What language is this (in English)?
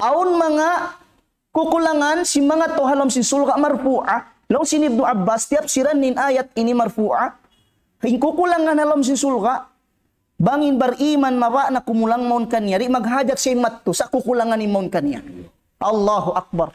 Tausug